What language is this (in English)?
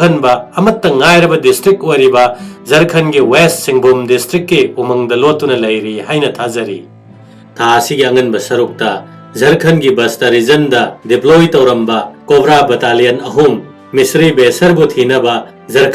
Manipuri